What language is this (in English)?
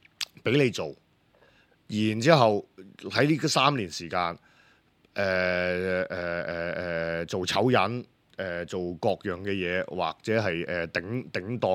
Cantonese